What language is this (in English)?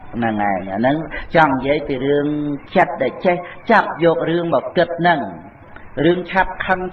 Khmer